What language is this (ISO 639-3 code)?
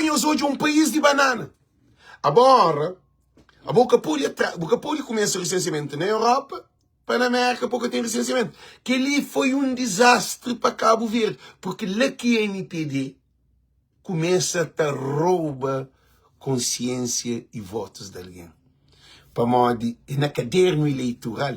kea